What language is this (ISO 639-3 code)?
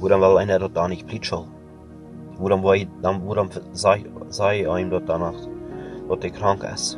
pdt